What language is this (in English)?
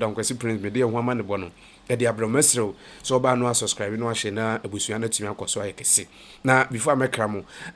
Akan